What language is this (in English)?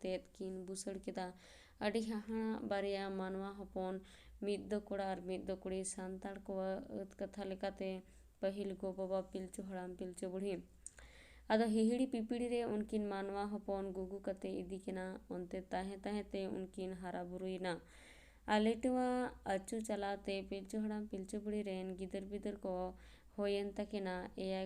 Santali